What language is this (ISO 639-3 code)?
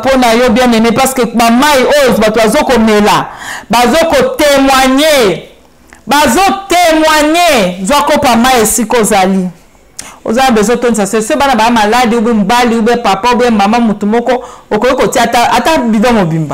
lin